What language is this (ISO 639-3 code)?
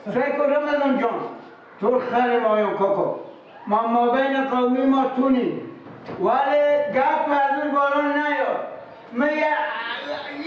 fas